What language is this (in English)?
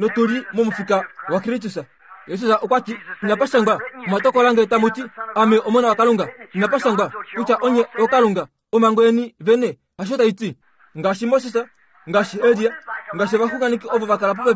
Kuanyama